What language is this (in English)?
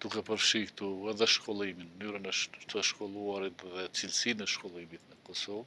Albanian